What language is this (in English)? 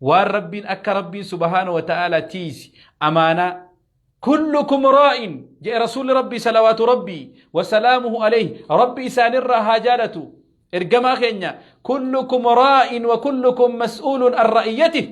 Oromo